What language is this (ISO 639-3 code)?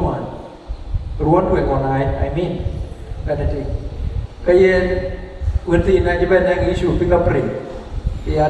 din